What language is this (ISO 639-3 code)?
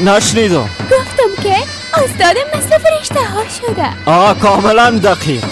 fas